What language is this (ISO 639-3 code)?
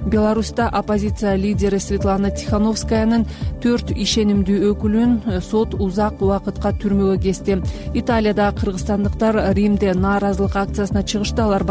kir